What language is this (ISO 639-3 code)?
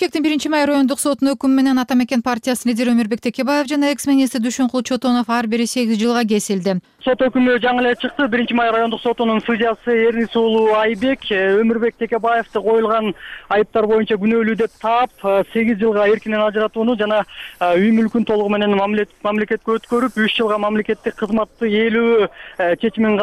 kir